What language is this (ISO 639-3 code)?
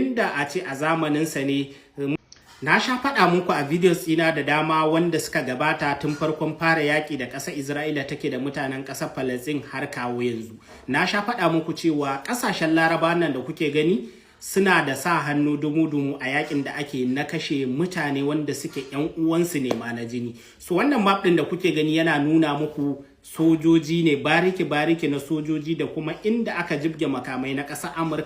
hau